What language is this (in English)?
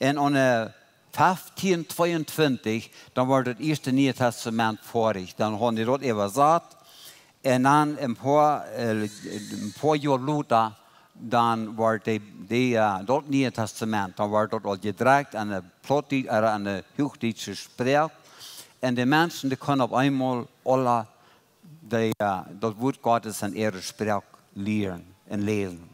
Plautdietsch